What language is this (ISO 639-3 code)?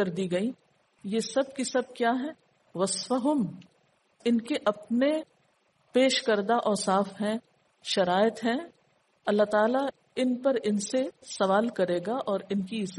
urd